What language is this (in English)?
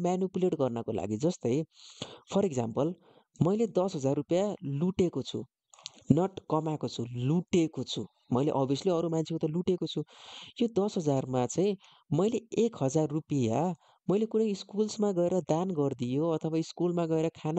Nepali